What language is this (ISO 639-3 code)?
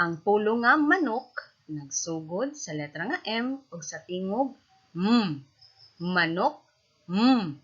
ceb